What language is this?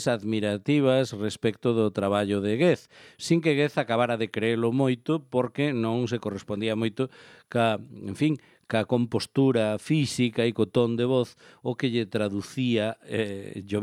Galician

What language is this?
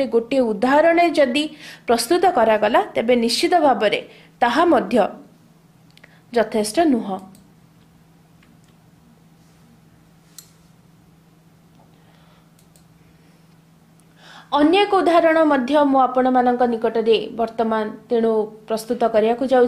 Odia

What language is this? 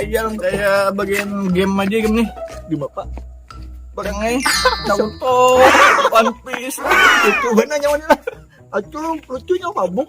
Banjar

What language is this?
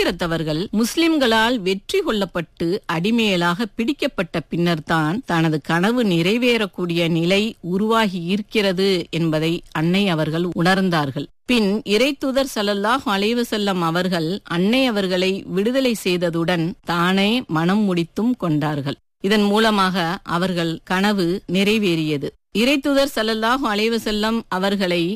Tamil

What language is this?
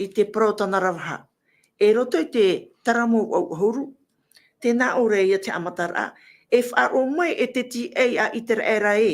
Tahitian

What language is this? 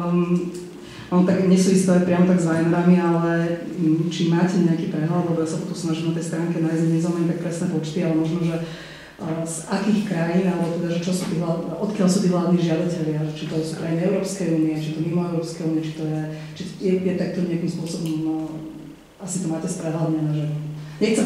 Slovak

